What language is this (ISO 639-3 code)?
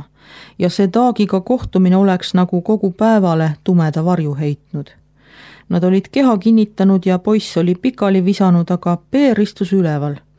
est